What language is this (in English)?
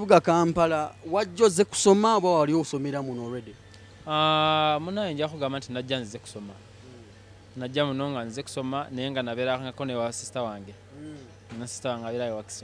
Ganda